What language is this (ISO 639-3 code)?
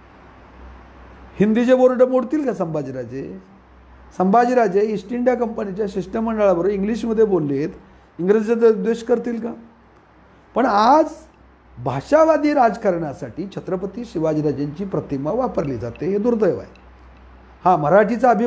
mar